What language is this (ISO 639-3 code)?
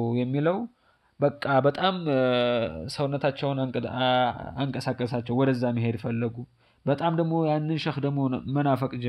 amh